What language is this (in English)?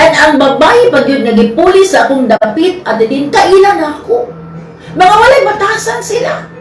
Cebuano